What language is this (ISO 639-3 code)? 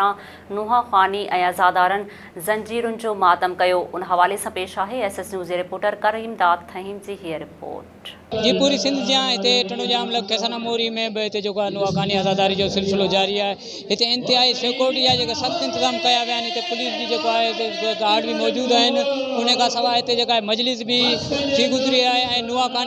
snd